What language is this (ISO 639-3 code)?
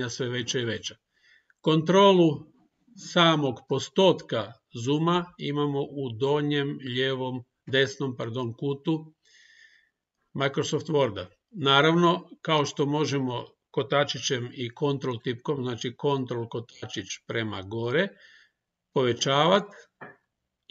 hrv